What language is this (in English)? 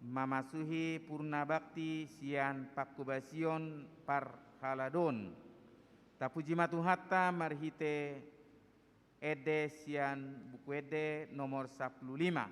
Batak Toba